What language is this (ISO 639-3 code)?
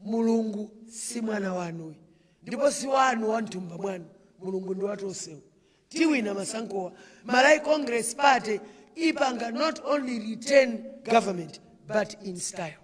nya